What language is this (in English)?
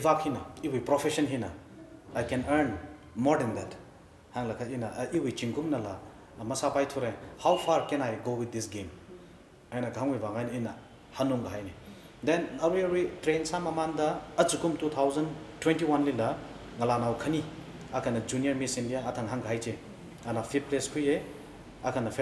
Tangkhul Naga (India)